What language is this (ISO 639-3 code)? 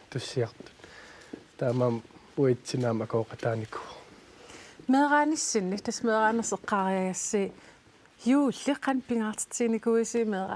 kal